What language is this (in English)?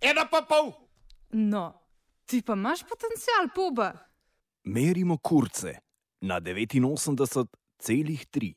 Slovenian